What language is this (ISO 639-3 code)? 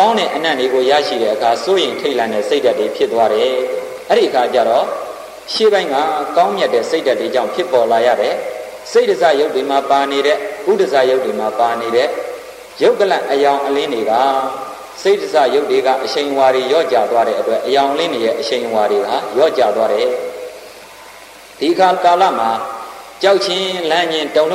mya